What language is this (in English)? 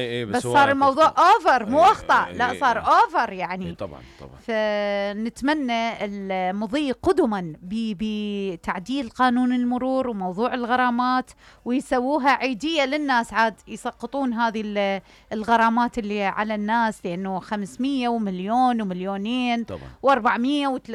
Mesopotamian Arabic